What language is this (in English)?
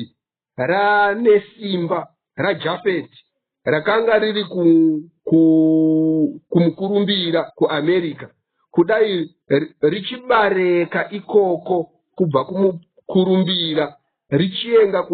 Shona